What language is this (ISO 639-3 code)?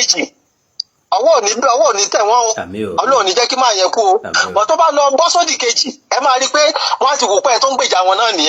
yor